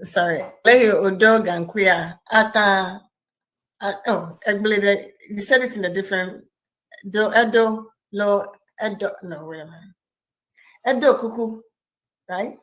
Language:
Ewe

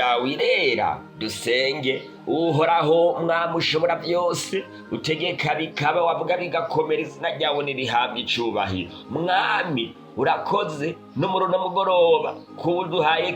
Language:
Rundi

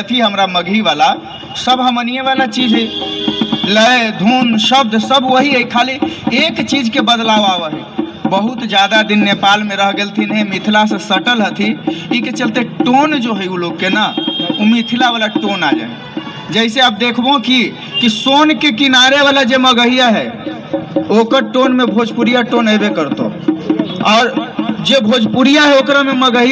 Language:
Magahi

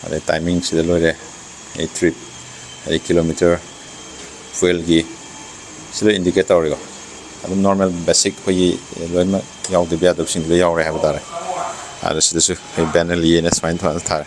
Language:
Manipuri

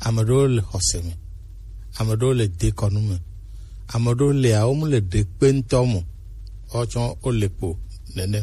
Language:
Gen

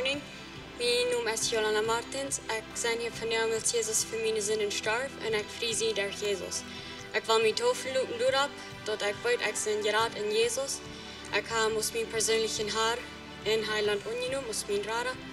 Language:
Plautdietsch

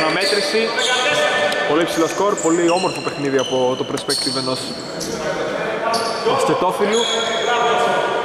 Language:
Greek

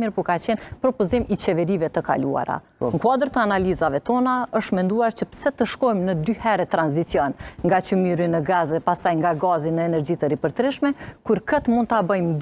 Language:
Albanian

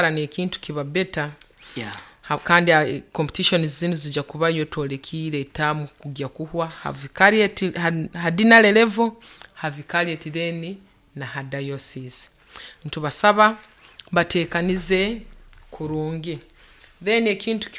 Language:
Nyoro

